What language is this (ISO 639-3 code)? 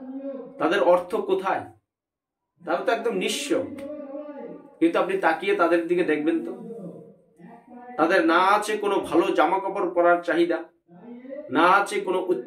ben